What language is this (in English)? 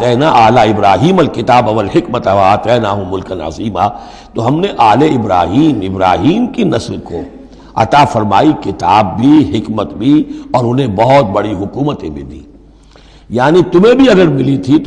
Urdu